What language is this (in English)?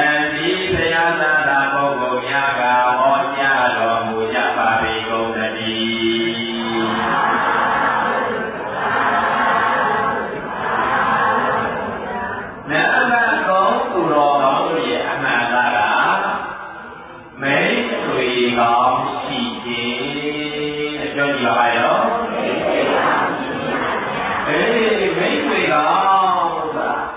Burmese